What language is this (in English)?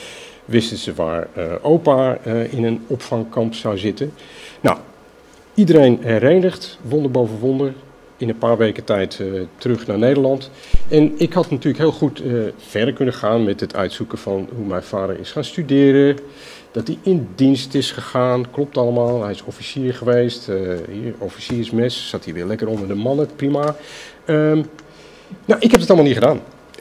Dutch